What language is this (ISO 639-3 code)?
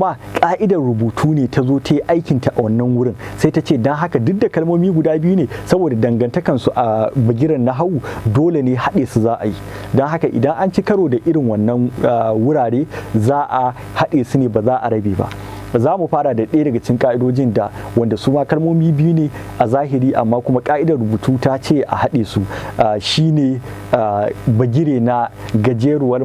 hau